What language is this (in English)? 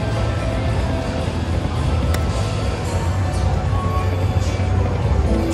Spanish